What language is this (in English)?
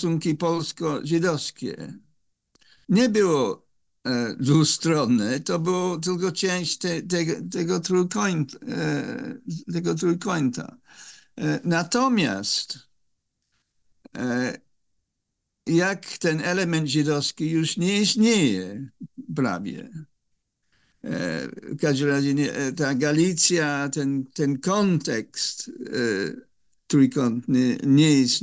Polish